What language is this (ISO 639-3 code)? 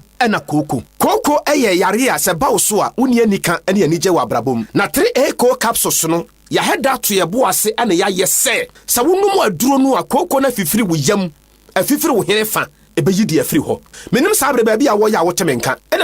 aka